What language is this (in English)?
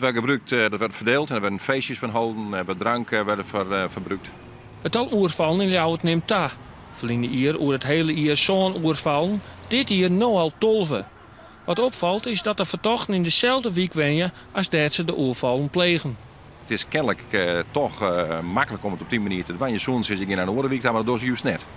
Western Frisian